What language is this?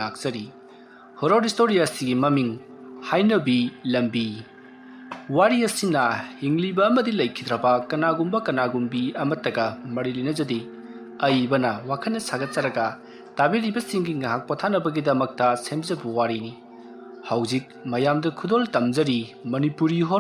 Manipuri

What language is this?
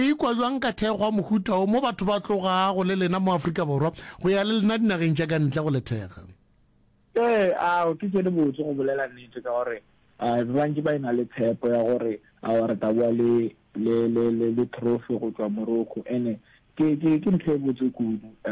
Northern Sotho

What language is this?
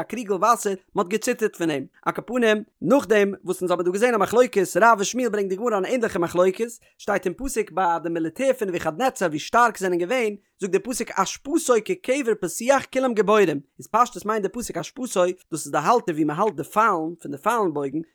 Yiddish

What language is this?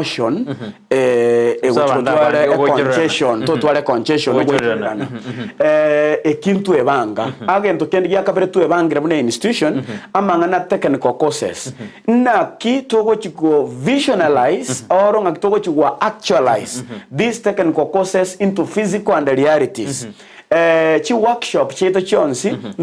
Gusii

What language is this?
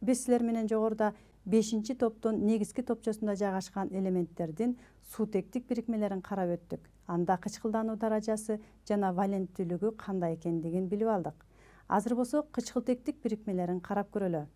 Kyrgyz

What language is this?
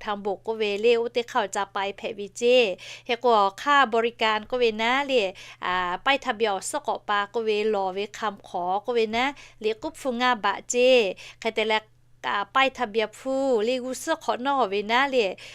Lahu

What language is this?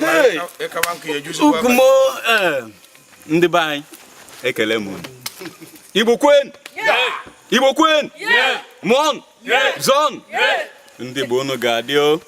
Igbo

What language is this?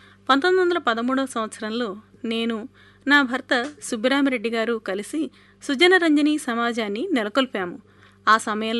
Telugu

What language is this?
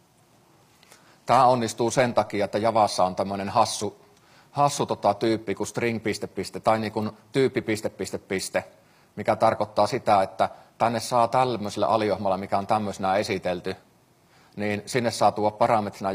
Finnish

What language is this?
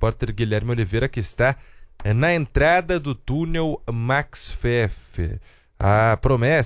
Portuguese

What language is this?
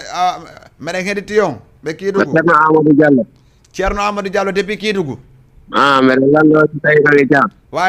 Fula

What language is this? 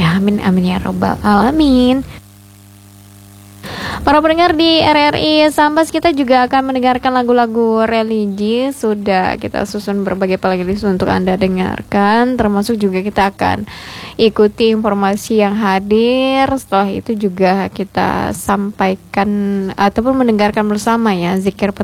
Indonesian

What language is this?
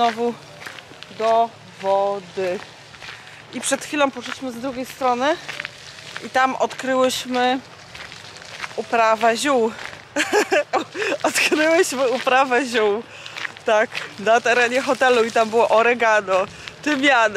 Polish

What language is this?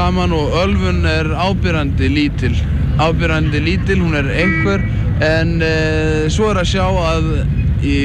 Icelandic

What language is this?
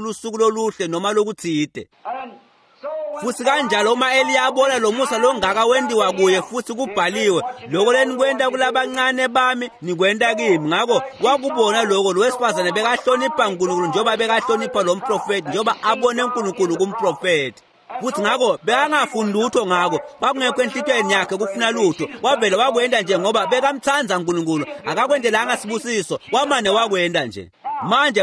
Swati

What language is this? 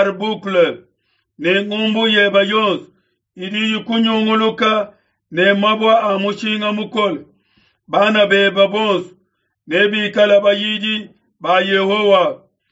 Luba-Lulua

